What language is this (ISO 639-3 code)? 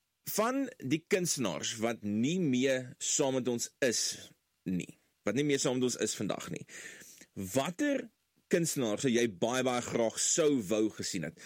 afr